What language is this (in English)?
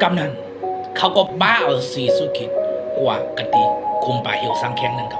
Shan